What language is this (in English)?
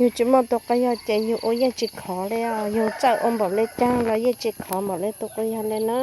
Hmong